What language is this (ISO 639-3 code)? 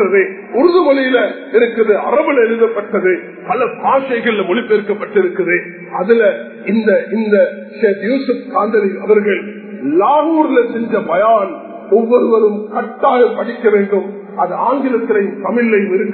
tam